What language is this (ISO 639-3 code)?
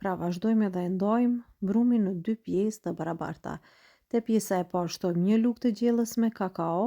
sqi